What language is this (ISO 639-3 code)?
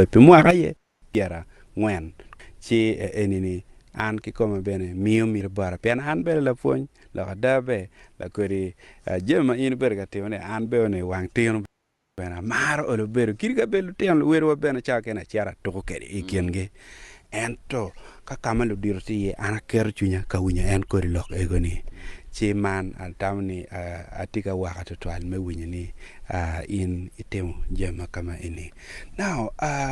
ach